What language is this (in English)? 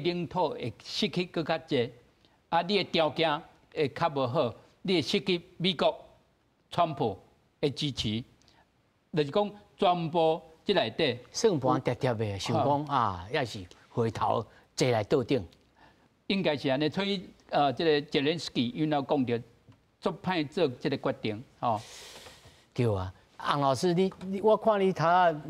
Min Nan Chinese